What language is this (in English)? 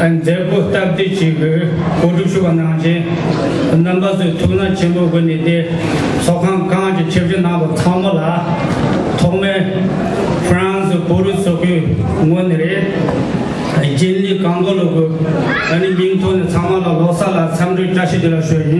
Tibetan